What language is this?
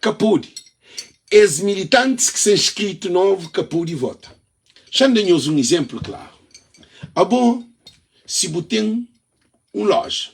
Kabuverdianu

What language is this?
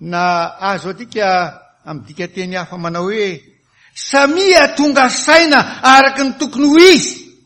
Malagasy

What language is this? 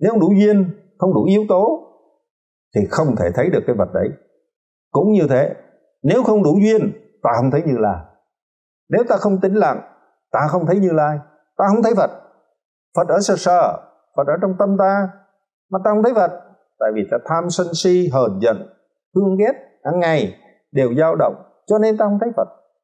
Vietnamese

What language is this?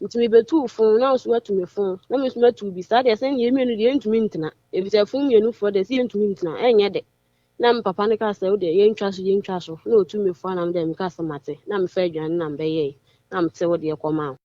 Akan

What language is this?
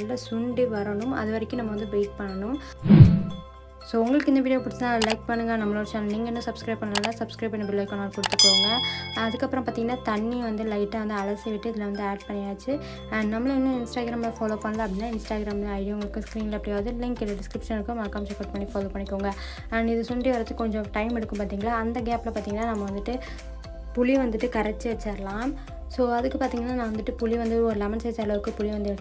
Tamil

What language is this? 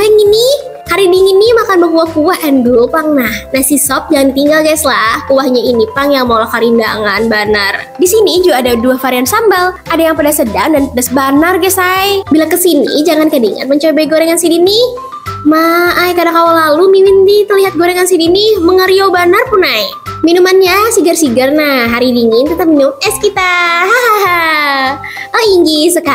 Banjar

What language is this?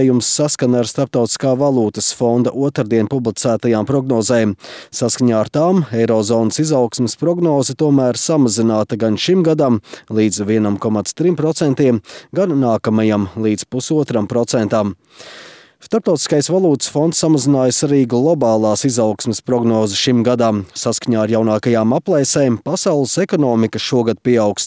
Latvian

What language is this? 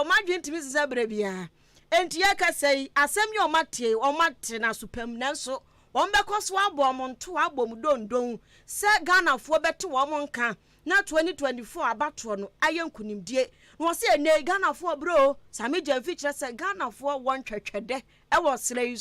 Akan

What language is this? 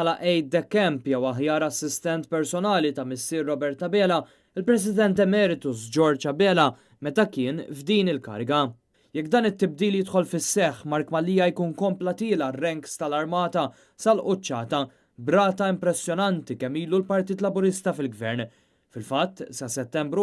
Maltese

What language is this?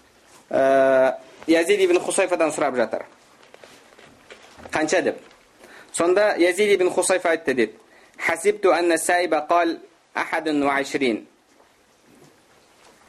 Kazakh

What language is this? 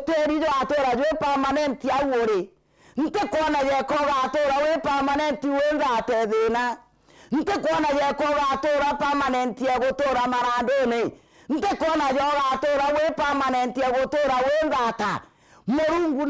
Meru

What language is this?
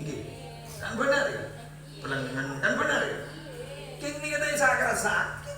Madurese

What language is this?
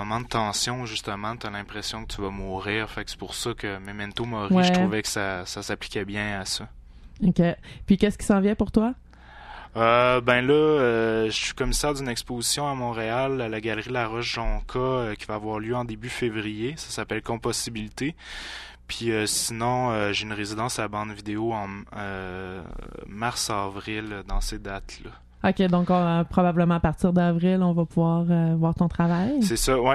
French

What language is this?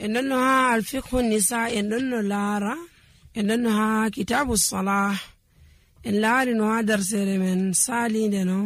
Nigerian Fulfulde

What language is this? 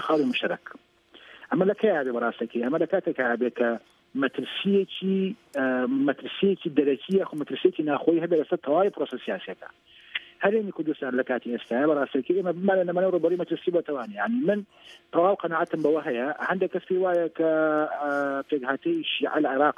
Central Kurdish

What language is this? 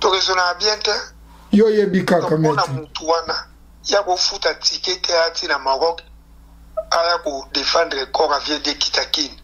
Lingala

